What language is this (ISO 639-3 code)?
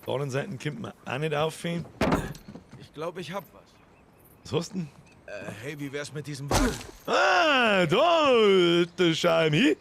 bar